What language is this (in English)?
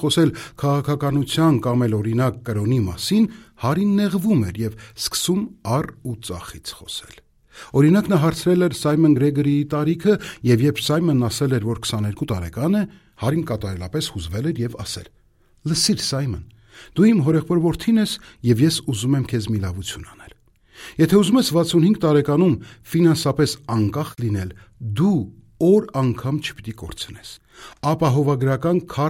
Armenian